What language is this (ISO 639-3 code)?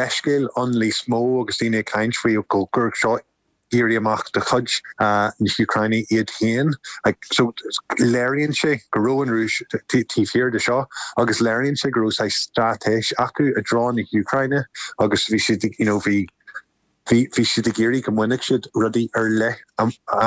gle